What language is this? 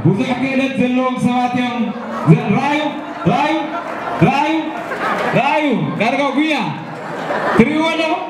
Tigrinya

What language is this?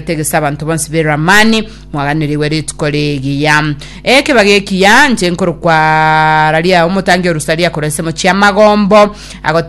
Gusii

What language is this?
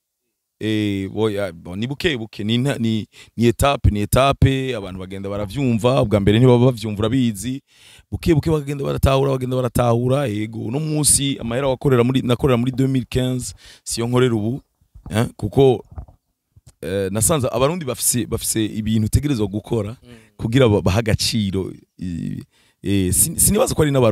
Rundi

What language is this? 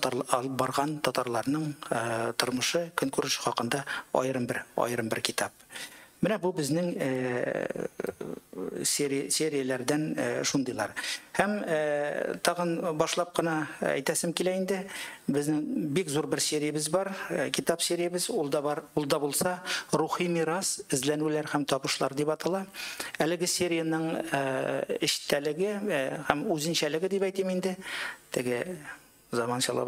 Tatar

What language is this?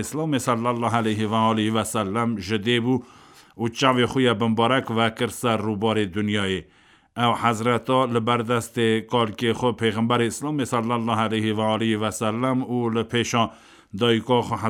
Kurdish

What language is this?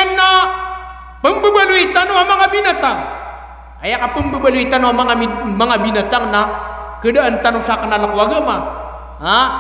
Maranao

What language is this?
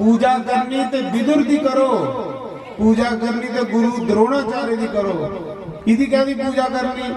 Dogri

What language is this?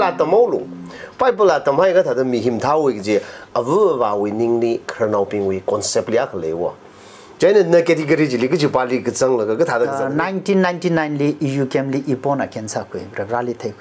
Tangkhul Naga (India)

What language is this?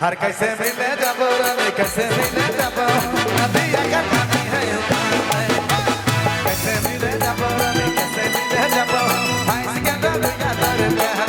Sadri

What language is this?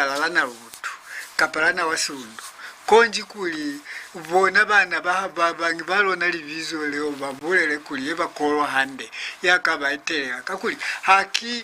Lozi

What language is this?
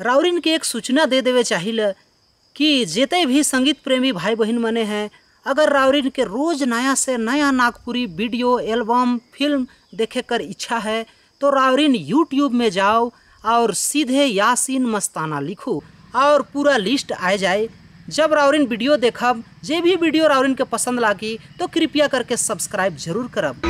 Sadri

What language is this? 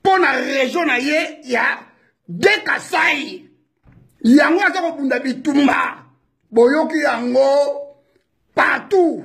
Lingala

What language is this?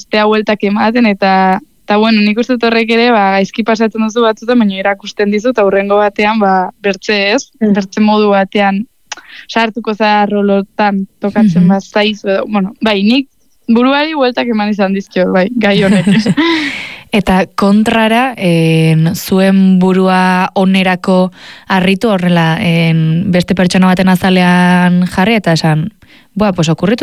Basque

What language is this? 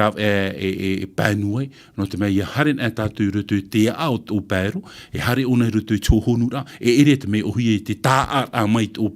Tahitian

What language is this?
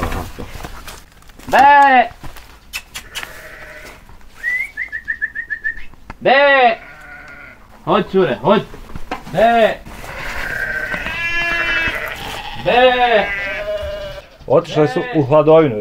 Bosnian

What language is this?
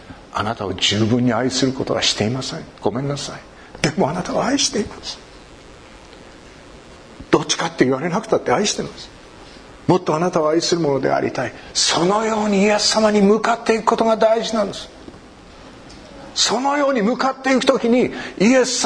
Japanese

